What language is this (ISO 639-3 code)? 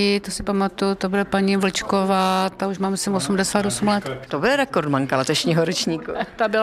ces